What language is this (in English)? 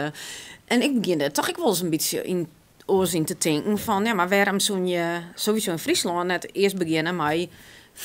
Western Frisian